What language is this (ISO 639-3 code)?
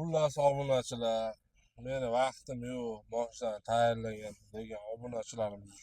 uzb